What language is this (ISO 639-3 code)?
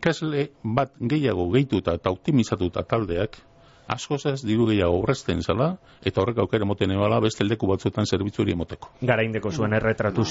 eus